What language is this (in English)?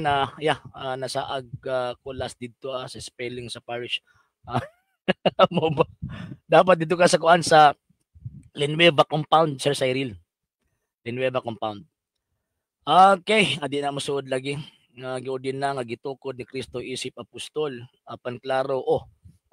Cebuano